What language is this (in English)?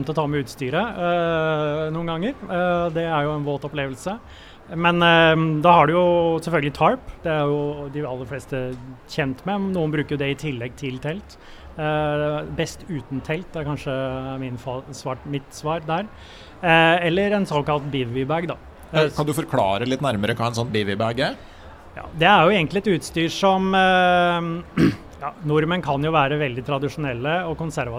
Norwegian